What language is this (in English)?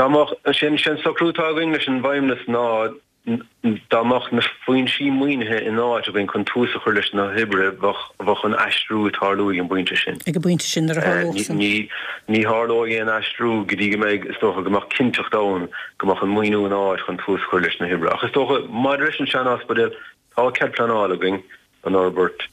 Irish